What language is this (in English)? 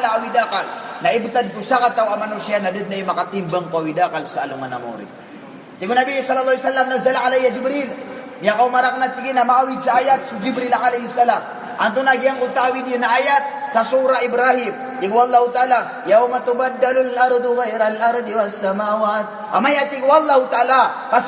Maranao